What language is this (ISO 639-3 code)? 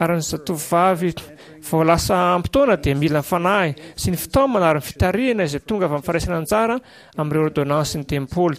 mlg